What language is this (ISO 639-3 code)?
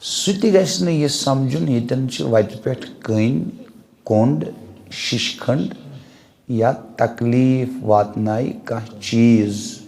kas